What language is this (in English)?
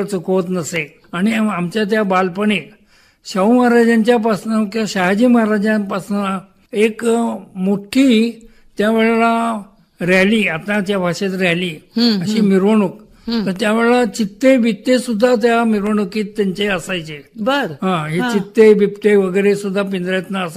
Marathi